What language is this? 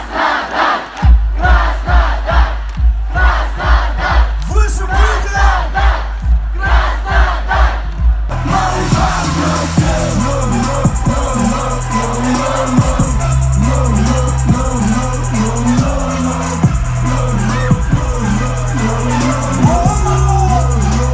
Russian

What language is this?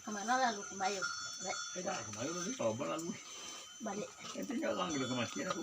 Minangkabau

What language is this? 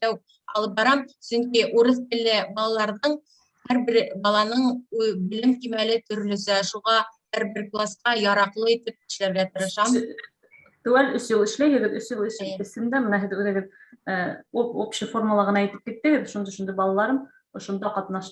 Bashkir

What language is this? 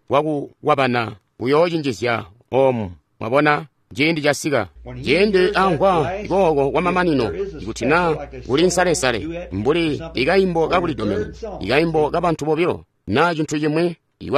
Tonga (Zambia)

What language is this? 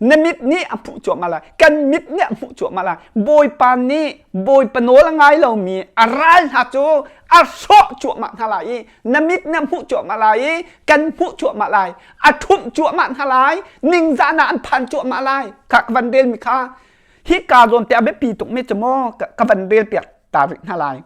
Hakha Chin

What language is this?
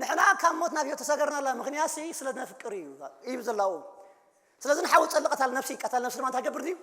Tigrinya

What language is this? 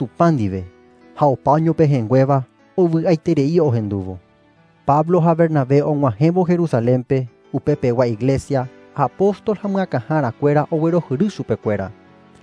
Guarani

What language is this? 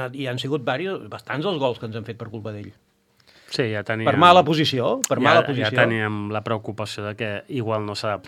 Catalan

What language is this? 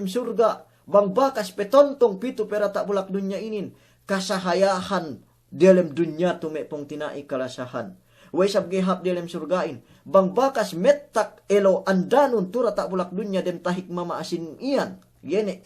Yakan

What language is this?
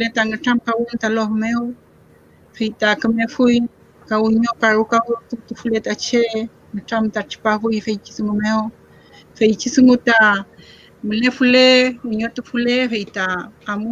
Mapuche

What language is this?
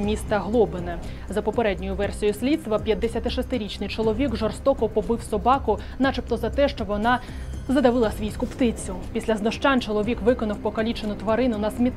Ukrainian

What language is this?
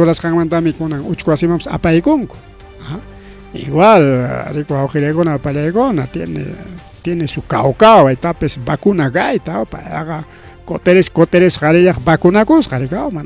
Ayacucho Quechua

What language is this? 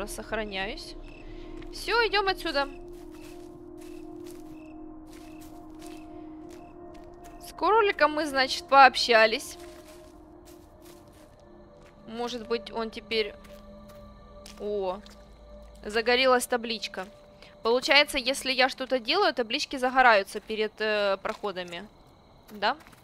Russian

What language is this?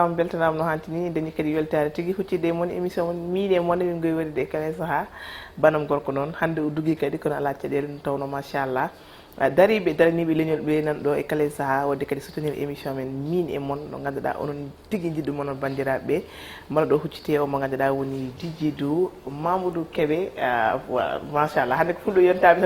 Fula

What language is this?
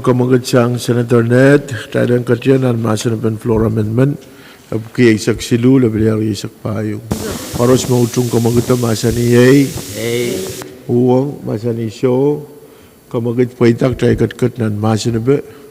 Pohnpeian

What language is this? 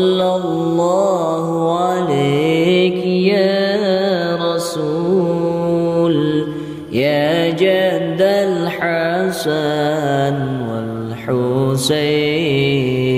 Arabic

